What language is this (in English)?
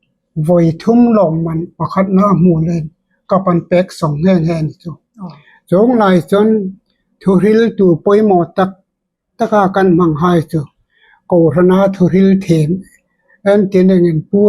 Hmar